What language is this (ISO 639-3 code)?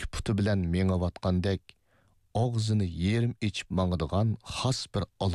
uig